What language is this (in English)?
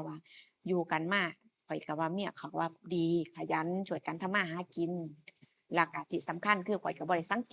Northeastern Thai